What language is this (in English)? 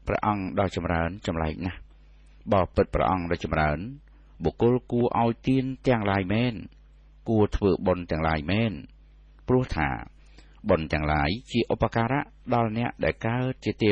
Khmer